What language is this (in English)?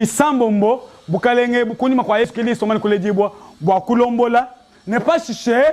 Luba-Lulua